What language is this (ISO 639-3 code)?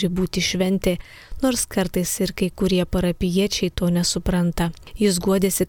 lit